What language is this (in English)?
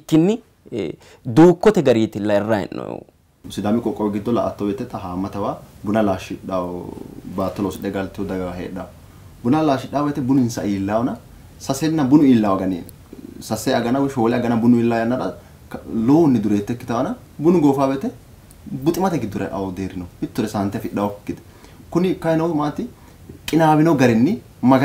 Sidamo